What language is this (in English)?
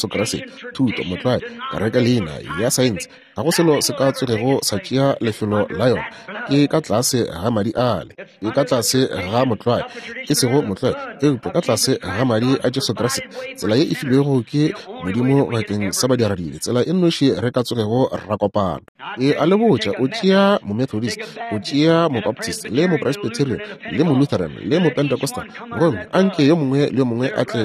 Northern Sotho